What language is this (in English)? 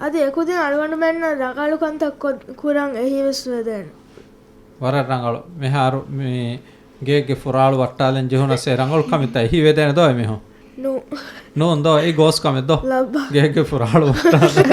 Divehi